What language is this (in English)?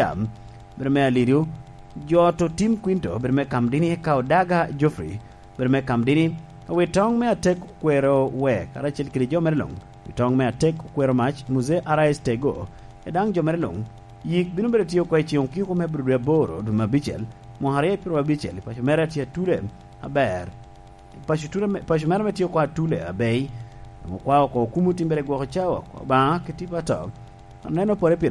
Lango (Uganda)